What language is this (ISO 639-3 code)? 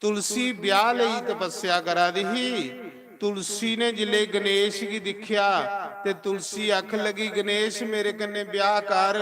doi